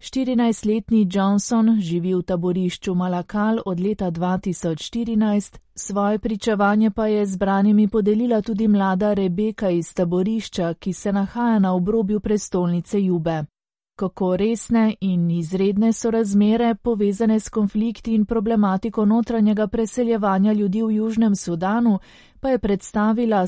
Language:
Slovenian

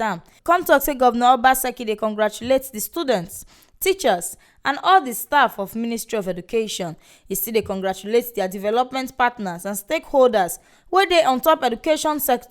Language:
Nigerian Pidgin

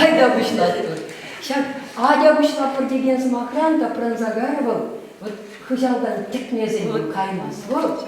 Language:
Chuvash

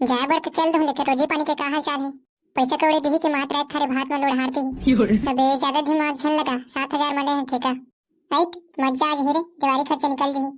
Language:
Chhattisgarhi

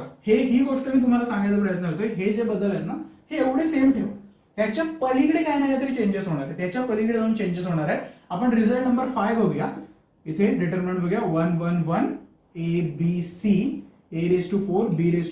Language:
Marathi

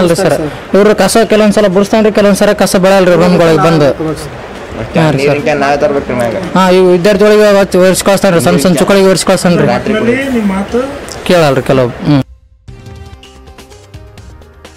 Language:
Kannada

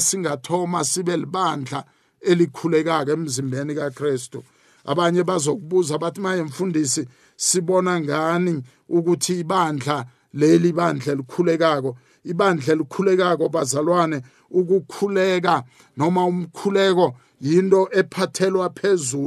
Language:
South Ndebele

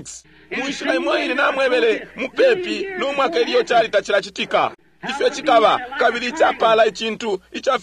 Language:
Bemba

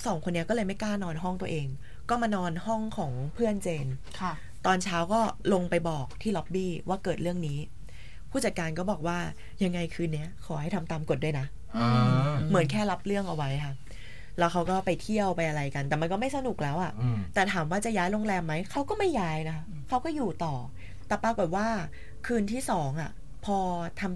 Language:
Thai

